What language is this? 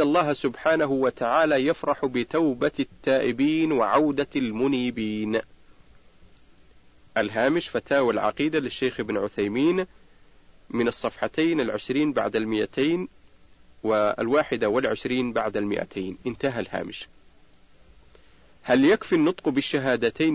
Arabic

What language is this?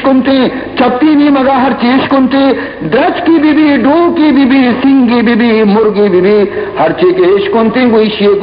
Baluchi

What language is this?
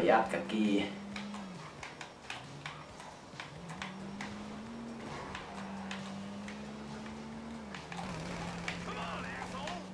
Finnish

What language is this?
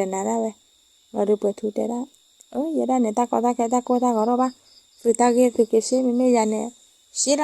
S'gaw Karen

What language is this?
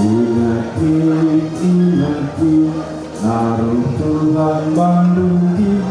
Batak Karo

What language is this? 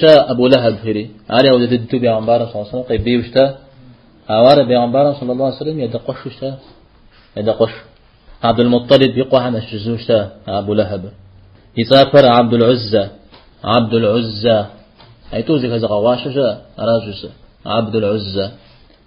Kabardian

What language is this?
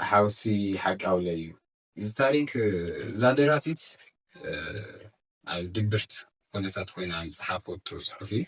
Tigrinya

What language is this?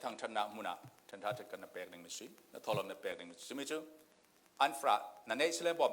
Falam Chin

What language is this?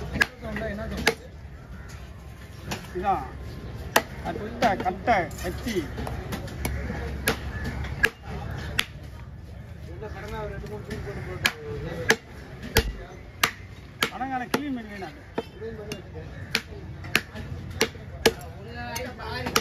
Tamil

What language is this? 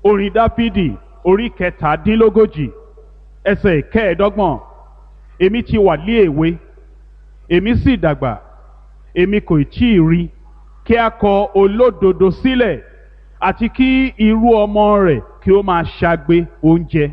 Yoruba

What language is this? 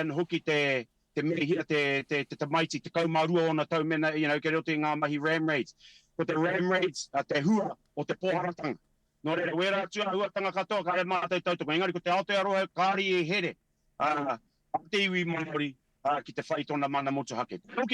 Māori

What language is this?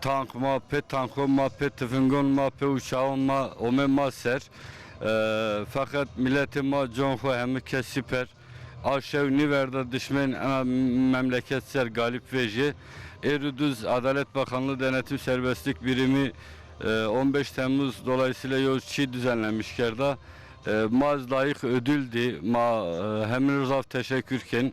Zaza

